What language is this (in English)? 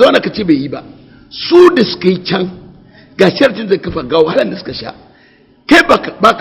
Hausa